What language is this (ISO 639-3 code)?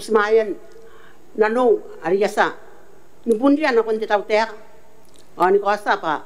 gil